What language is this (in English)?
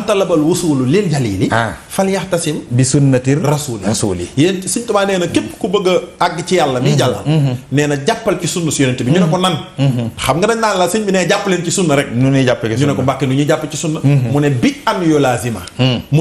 Wolof